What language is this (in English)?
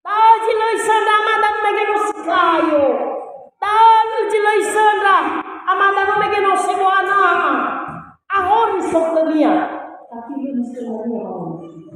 Nias